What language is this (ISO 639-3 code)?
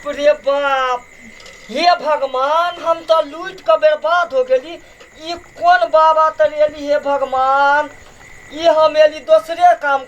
mai